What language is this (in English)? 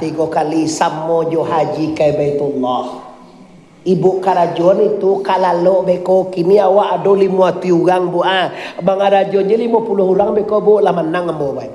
Minangkabau